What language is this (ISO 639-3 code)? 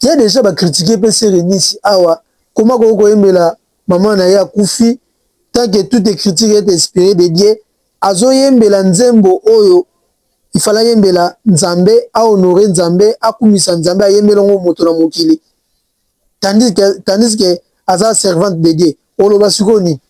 lin